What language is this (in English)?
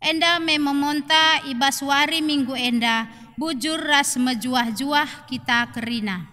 Batak Karo